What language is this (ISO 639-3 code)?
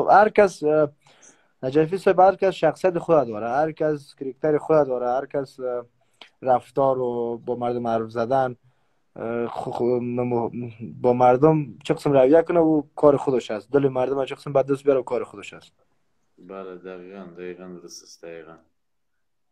fas